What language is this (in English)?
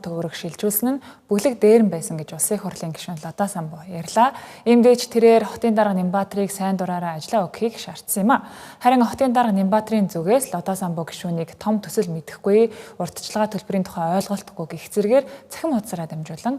Mongolian